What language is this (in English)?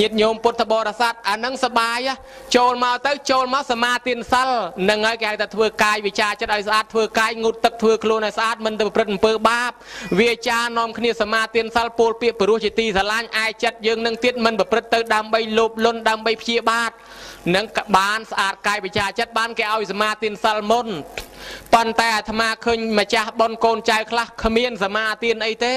Khmer